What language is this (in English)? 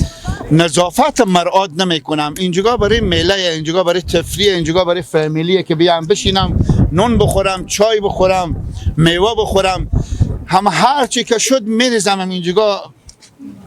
Persian